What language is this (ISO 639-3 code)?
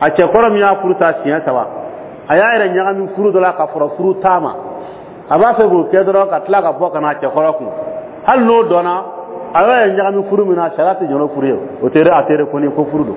dyu